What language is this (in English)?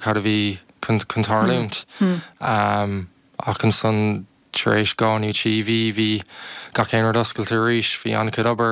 Irish